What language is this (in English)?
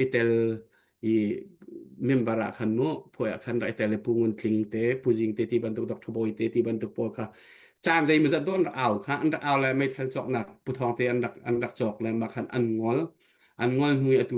Hakha Chin